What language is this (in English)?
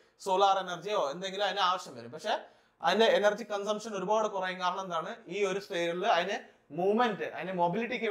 Malayalam